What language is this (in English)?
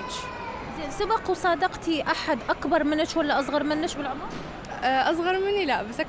Mesopotamian Arabic